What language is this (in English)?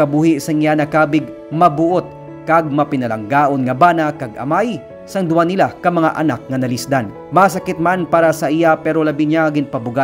Hiligaynon